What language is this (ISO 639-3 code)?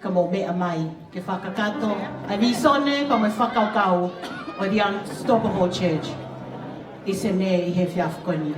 ton